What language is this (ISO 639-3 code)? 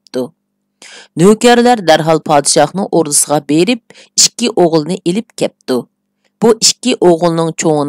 uig